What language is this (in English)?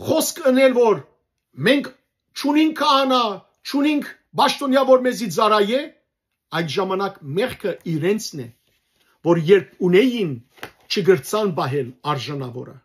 Western Armenian